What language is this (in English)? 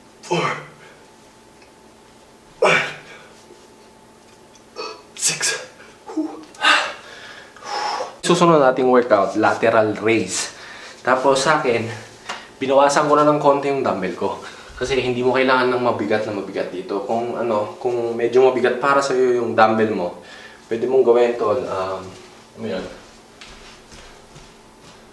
Filipino